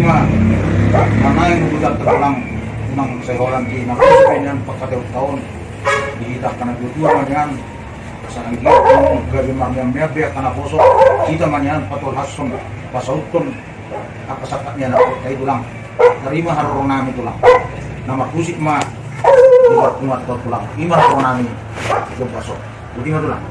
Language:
Batak Toba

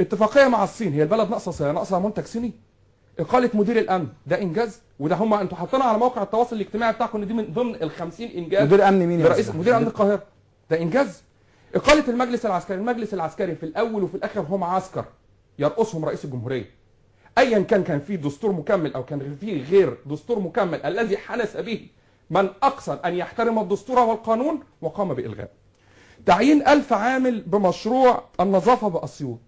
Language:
Egyptian Arabic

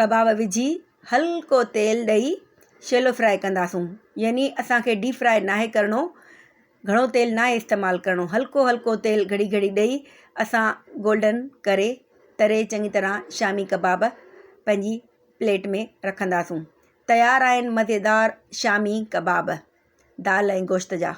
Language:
Sindhi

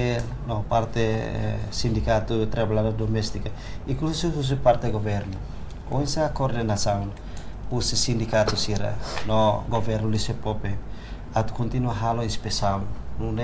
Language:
Tetum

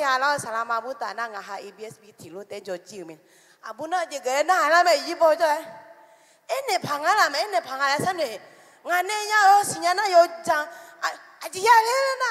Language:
Akha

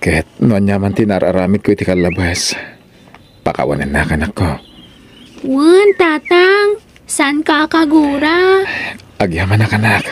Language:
Iloko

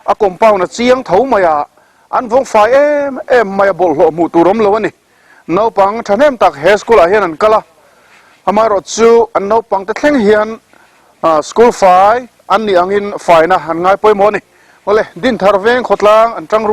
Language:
Mizo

